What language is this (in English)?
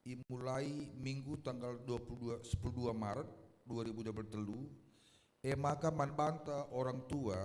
Batak Karo